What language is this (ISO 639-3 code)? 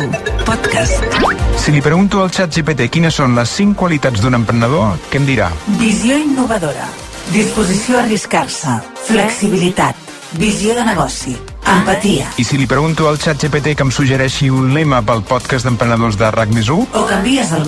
cat